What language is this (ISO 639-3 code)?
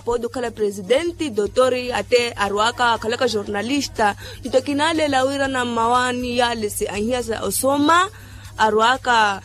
vmw